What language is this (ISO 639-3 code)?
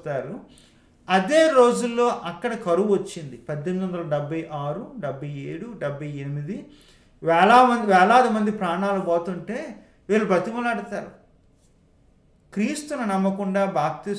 tel